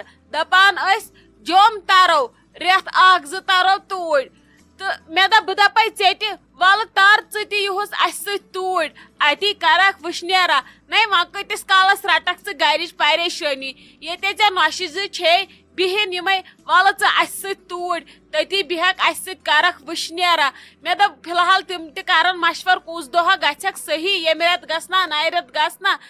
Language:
Kashmiri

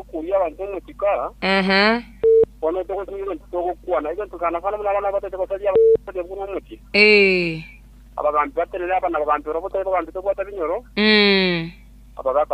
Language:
Gusii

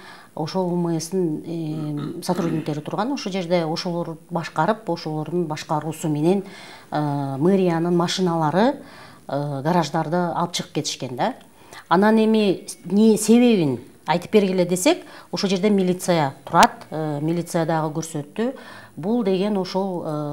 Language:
Kyrgyz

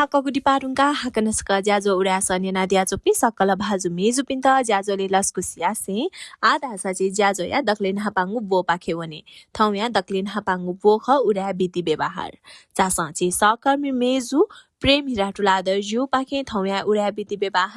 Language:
Newari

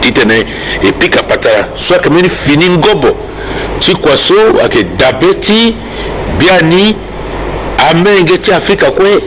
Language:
Sango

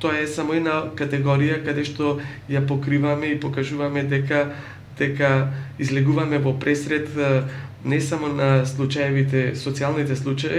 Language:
Macedonian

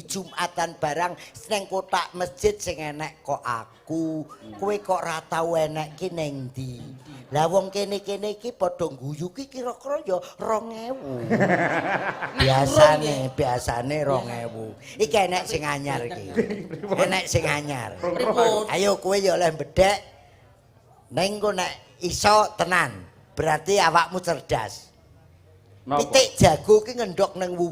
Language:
Javanese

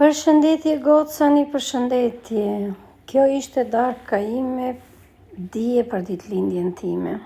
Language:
Albanian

